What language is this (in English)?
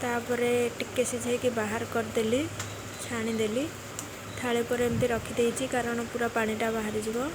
Odia